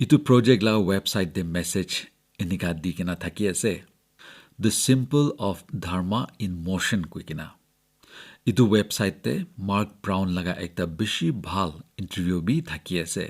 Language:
Naga Pidgin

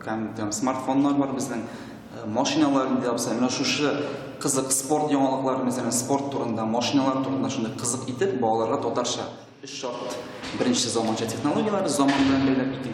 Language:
Tatar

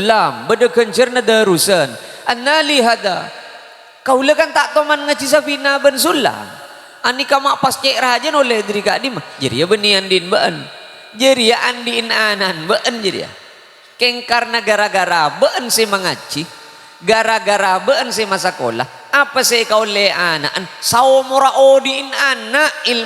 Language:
Madurese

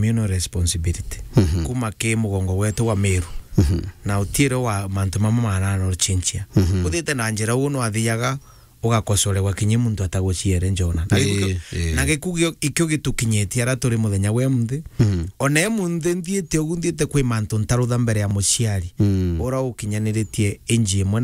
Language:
Meru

